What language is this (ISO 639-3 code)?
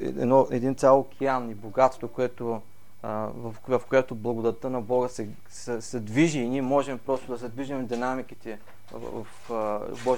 bul